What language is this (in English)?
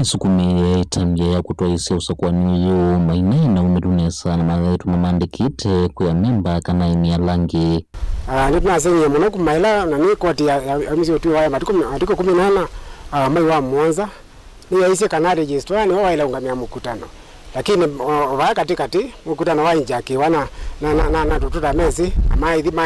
Kamba